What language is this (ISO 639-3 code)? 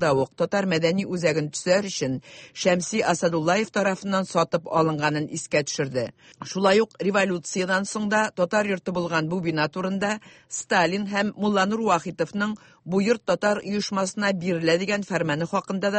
tat